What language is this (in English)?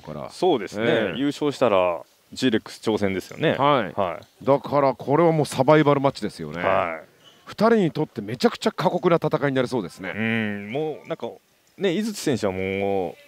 Japanese